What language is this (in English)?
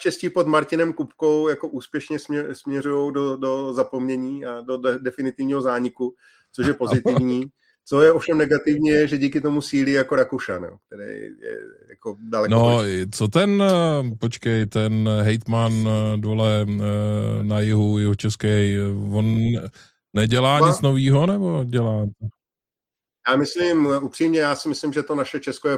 Czech